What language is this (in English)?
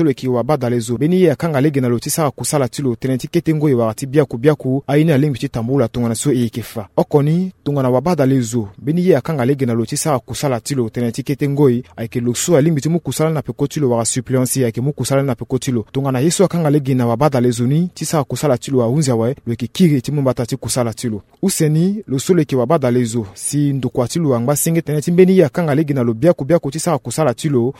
Sango